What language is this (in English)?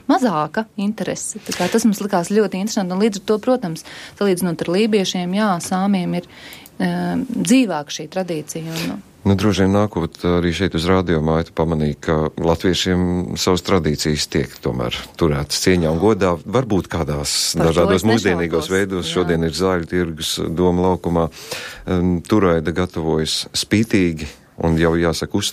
Latvian